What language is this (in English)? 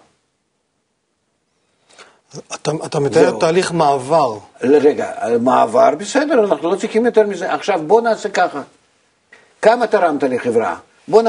Hebrew